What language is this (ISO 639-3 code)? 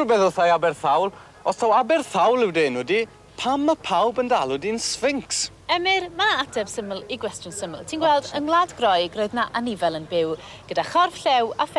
cym